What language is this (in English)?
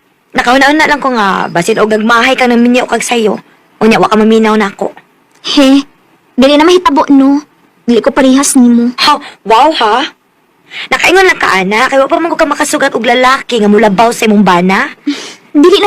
Cebuano